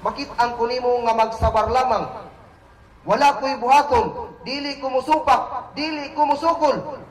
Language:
Cebuano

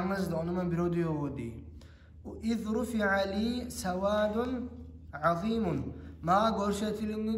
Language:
Kumyk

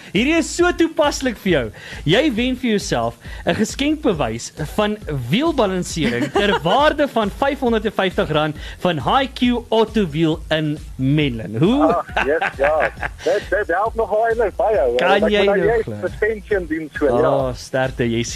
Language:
Afrikaans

